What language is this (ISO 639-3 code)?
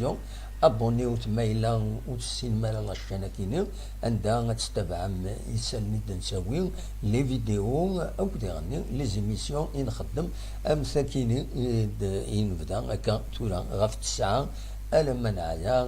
kab